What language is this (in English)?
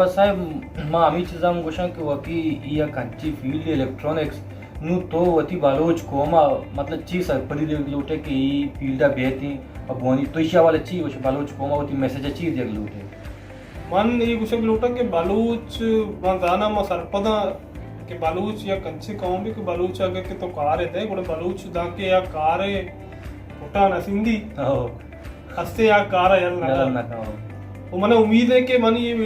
Baluchi